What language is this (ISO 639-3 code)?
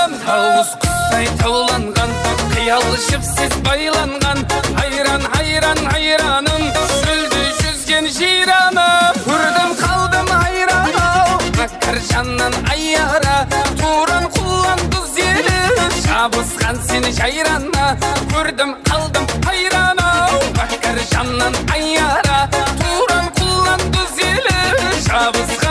kaa